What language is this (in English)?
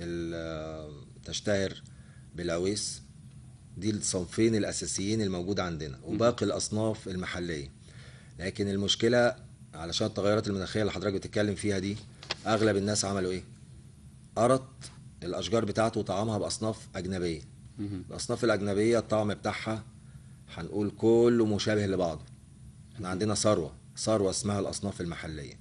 Egyptian Arabic